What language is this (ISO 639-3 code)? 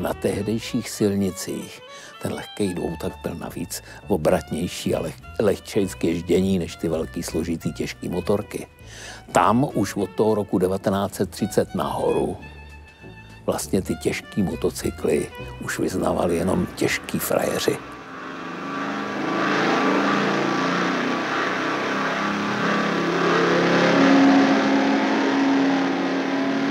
ces